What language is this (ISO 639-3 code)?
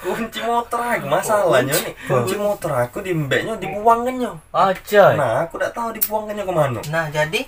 mui